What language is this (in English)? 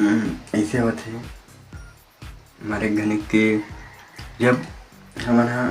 Chhattisgarhi